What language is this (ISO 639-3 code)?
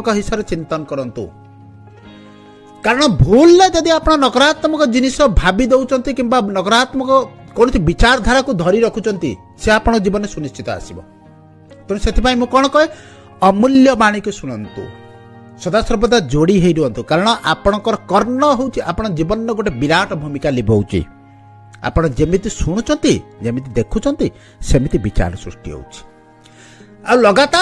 ori